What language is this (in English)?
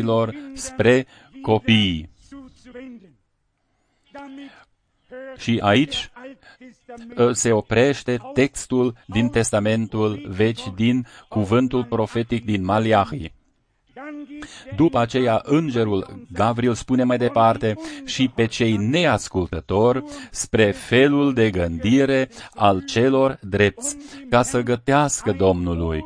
Romanian